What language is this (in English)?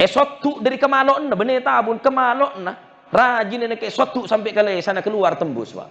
Madurese